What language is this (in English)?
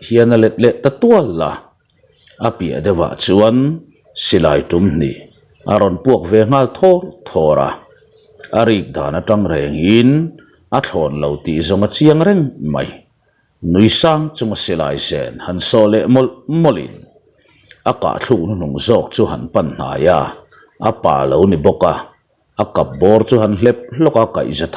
Mizo